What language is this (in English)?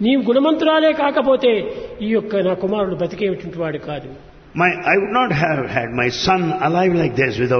Telugu